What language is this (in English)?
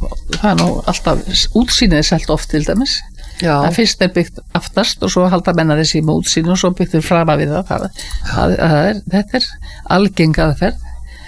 Icelandic